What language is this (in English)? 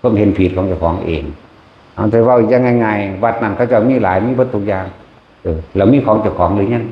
Northeastern Thai